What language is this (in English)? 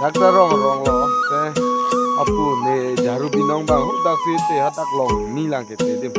Karbi